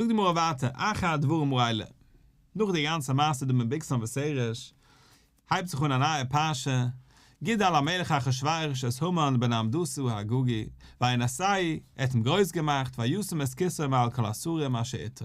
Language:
Yiddish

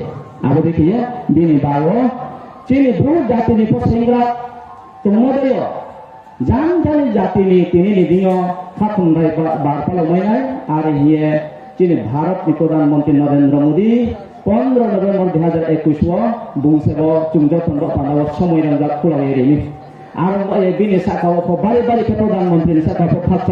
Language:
Riang (India)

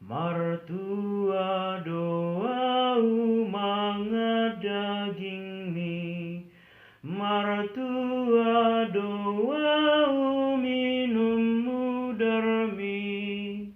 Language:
Batak Toba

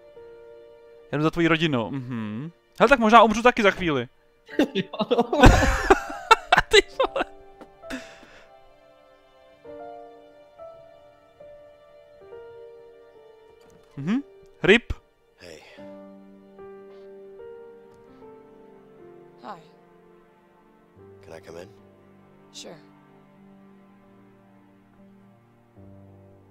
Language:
Czech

